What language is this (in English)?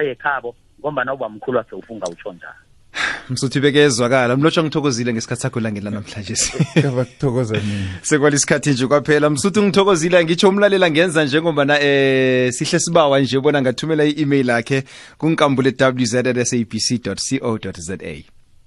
South Ndebele